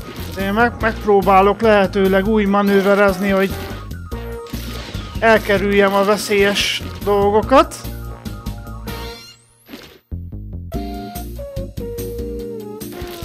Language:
Hungarian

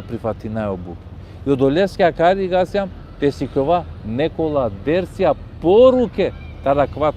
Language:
Balkan Romani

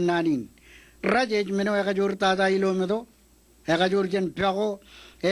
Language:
Marshallese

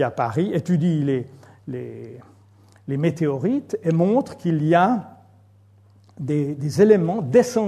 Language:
French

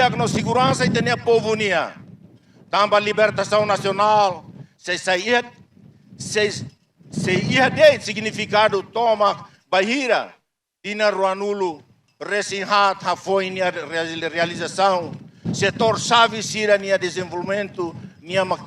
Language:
Tetum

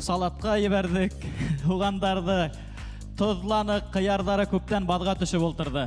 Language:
Bashkir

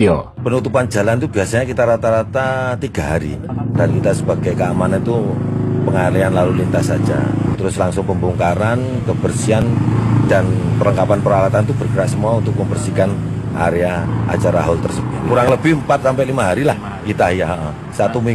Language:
Indonesian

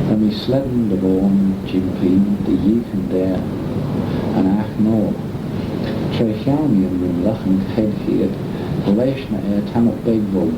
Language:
Manx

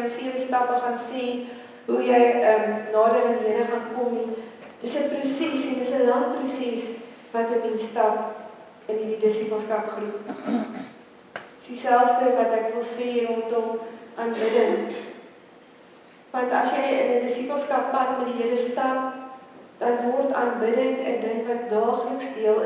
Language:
Afrikaans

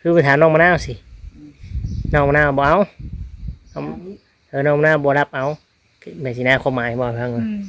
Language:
Northeastern Thai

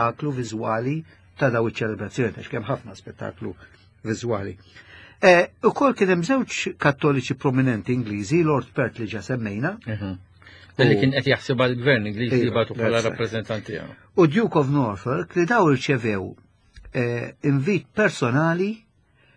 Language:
Maltese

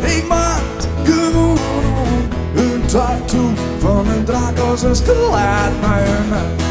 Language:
Western Frisian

